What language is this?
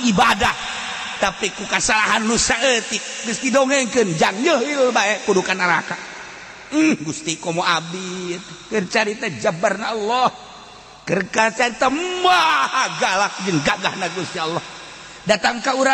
Sundanese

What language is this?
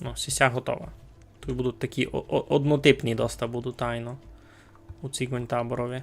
Rusyn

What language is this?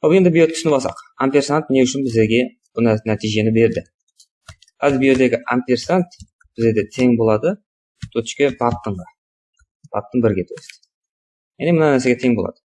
Kara-Kalpak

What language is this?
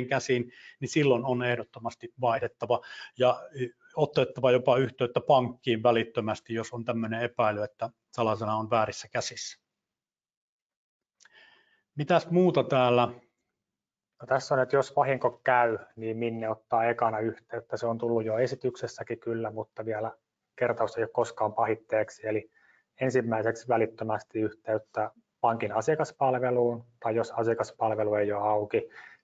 Finnish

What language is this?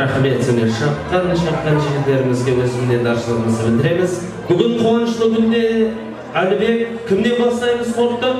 Kara-Kalpak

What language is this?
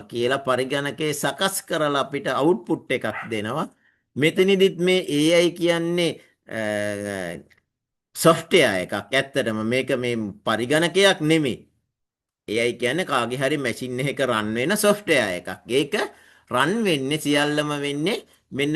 Sinhala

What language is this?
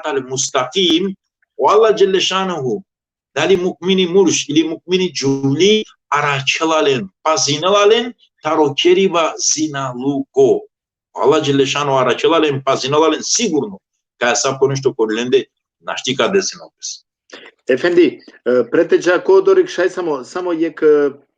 Balkan Romani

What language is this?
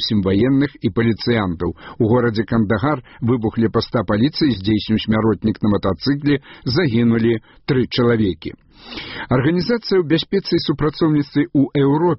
Belarusian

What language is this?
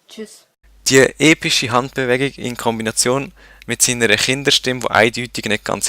Swiss German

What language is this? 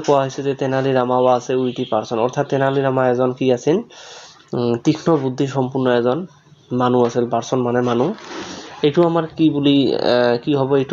Assamese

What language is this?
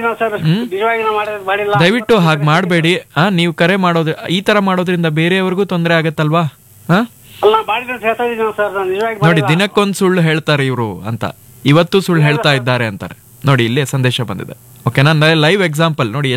Kannada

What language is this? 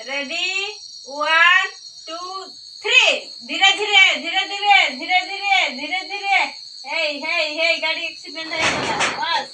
Santali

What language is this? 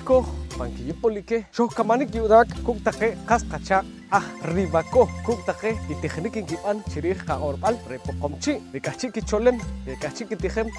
Poqomchi'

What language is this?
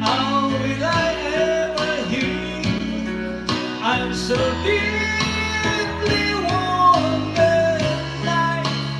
Pangasinan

